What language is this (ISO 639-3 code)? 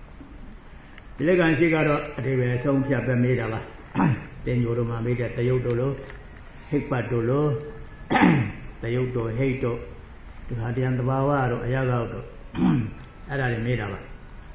mya